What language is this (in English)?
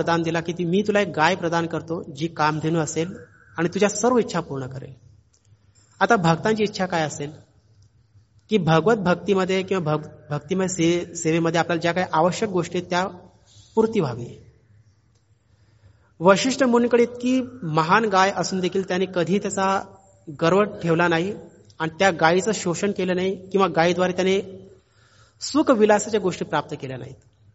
Marathi